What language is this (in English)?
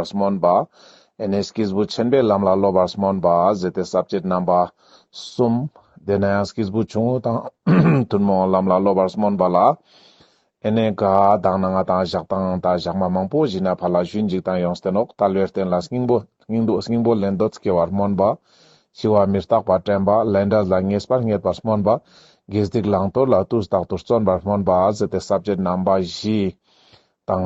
Ladakhi